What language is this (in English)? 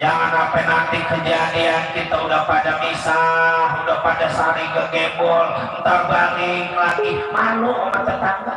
Betawi